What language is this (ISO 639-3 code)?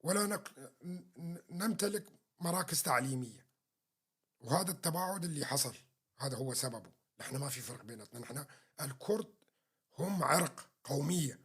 apc